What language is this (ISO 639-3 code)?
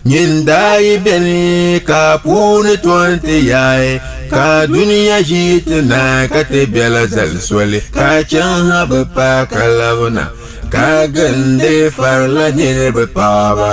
dag